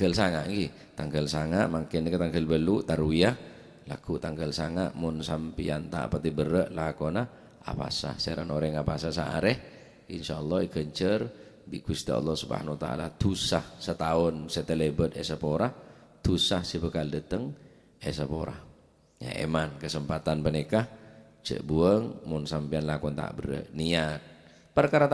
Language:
Madurese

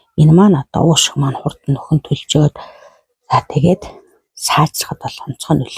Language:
Mongolian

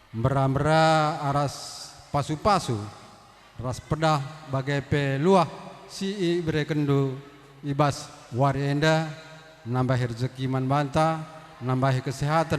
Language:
Batak Karo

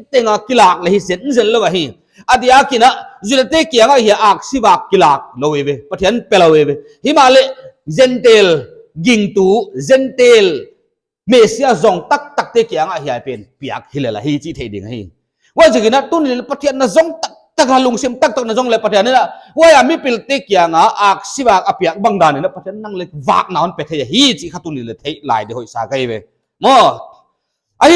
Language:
Paite Chin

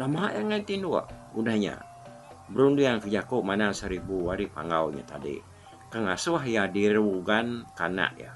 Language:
Iban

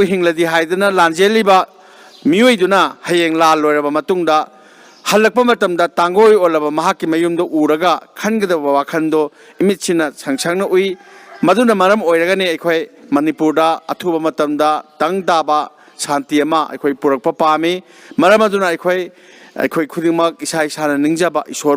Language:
Manipuri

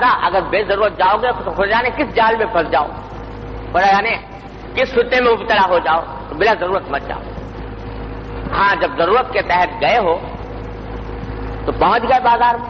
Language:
Urdu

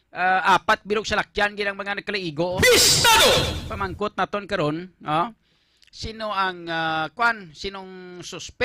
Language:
Hiligaynon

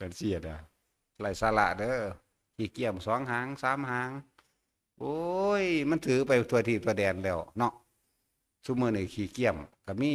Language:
Northeastern Thai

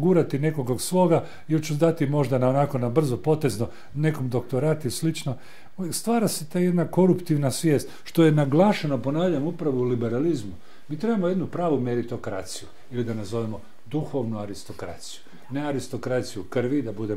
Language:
Croatian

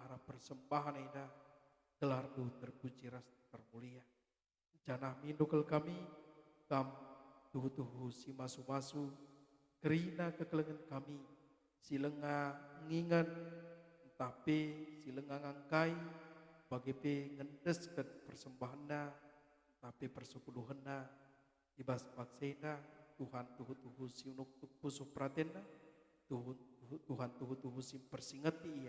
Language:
Batak Karo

